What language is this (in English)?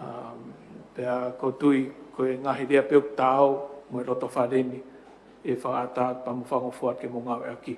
Tongan